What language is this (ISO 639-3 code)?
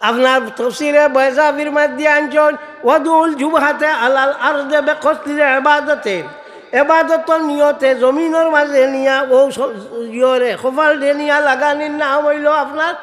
syl